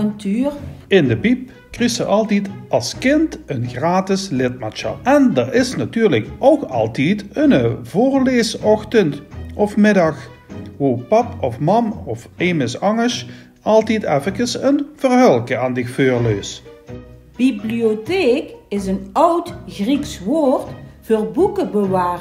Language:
Limburgish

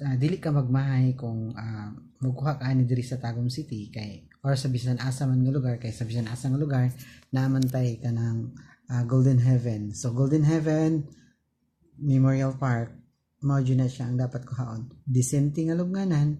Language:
Cebuano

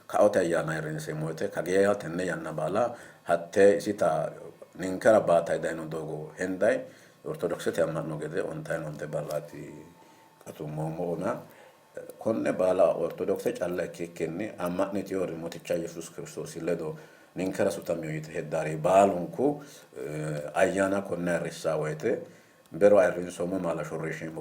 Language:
Sidamo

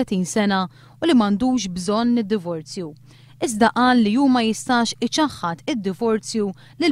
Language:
Maltese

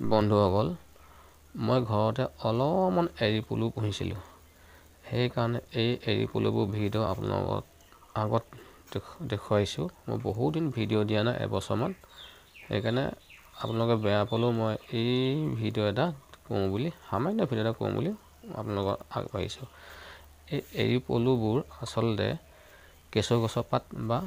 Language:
Assamese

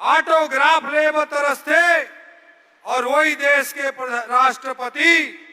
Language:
Chhattisgarhi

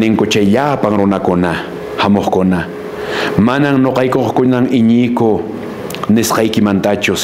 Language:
Quechua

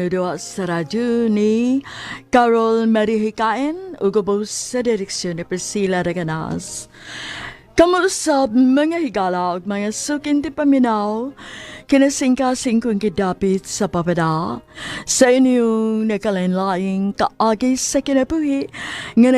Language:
Cebuano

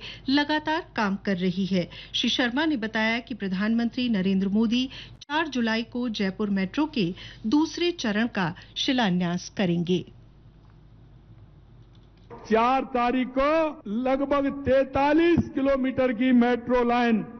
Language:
Hindi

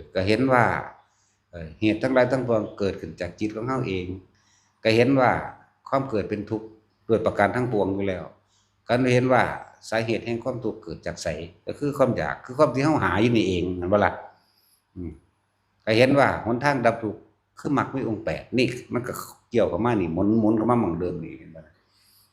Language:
Northeastern Thai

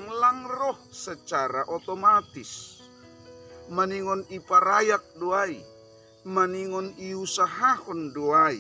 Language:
Batak Simalungun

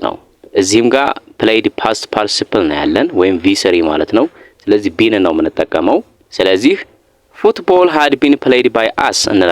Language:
Amharic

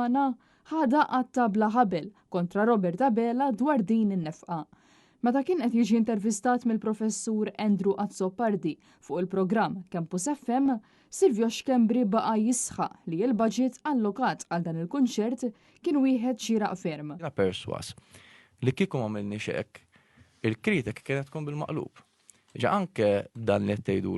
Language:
Maltese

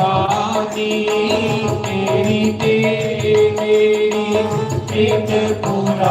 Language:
Dogri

